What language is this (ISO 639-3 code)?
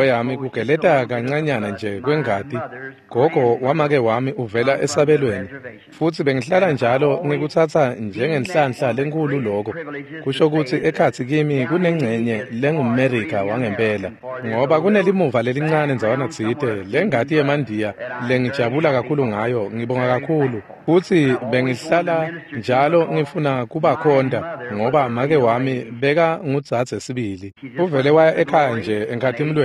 ssw